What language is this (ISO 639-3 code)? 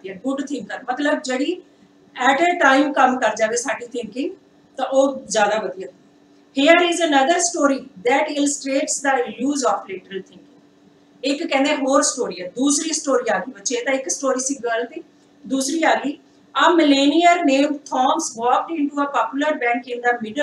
pan